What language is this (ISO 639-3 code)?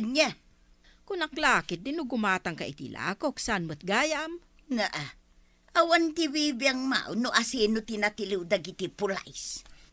ilo